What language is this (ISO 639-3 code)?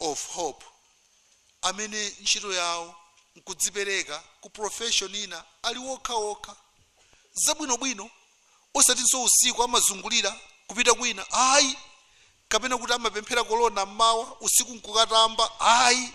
nya